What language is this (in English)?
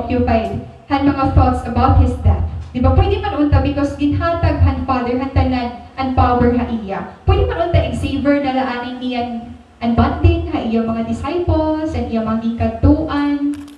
Waray